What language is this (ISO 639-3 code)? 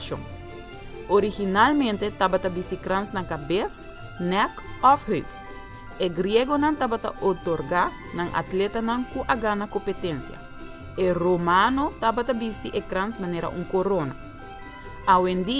pap